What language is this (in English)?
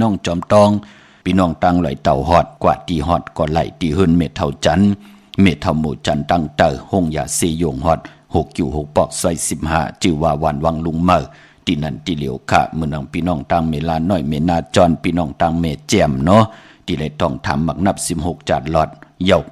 Shan